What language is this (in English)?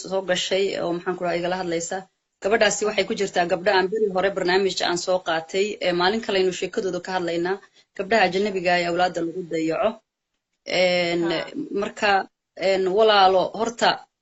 Somali